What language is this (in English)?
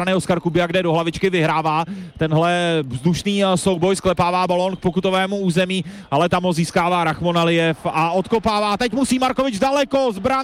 Czech